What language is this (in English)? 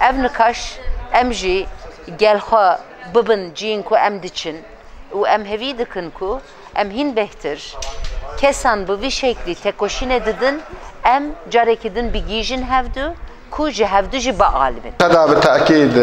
Kurdish